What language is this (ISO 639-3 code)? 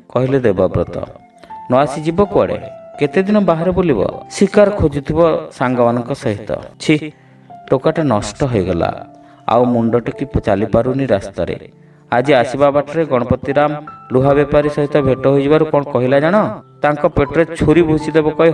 ori